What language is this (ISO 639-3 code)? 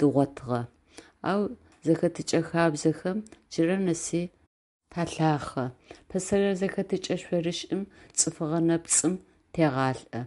ady